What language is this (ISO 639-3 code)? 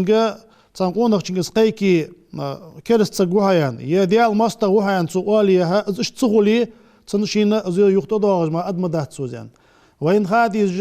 inh